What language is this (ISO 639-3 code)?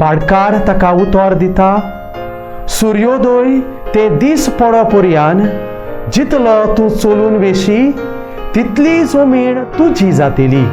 kok